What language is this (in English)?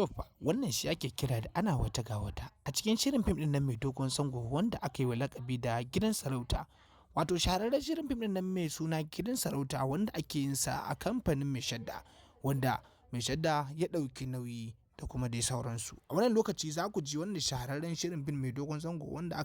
Hausa